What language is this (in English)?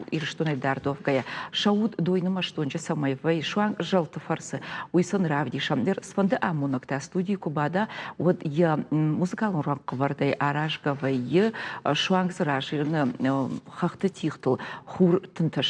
Ossetic